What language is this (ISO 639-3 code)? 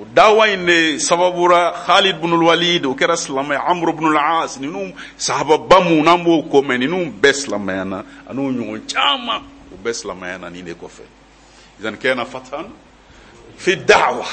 bam